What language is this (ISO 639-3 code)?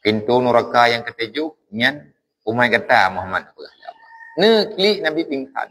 ace